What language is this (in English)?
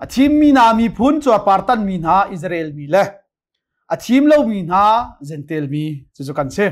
Hakha Chin